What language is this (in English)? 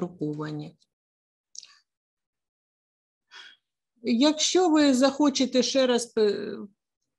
Ukrainian